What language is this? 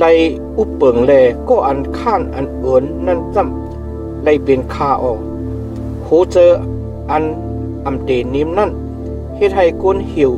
Shan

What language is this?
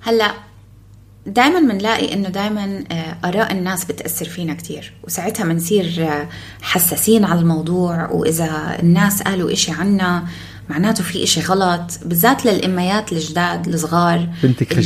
North Levantine Arabic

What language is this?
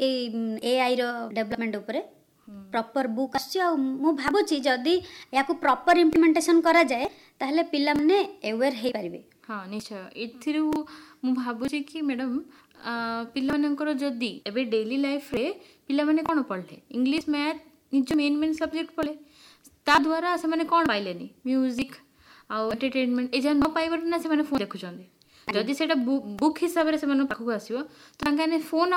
Odia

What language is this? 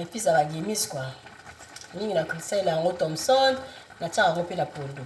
Lingala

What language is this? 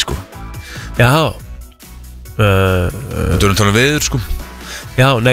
Icelandic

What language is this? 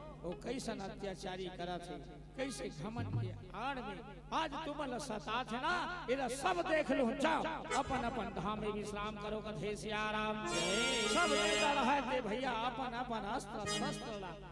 Chhattisgarhi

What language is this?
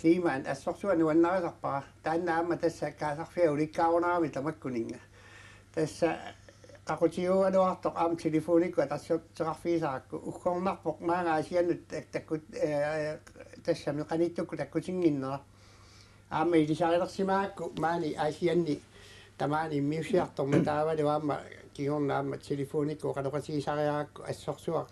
Kalaallisut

